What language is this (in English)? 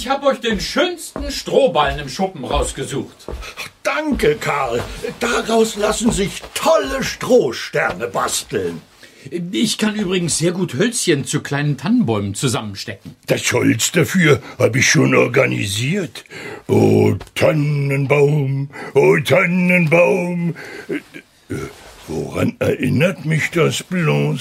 German